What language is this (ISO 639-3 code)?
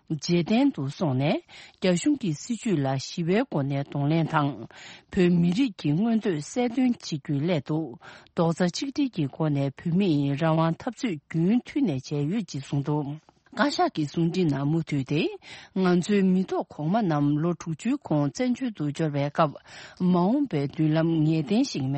bod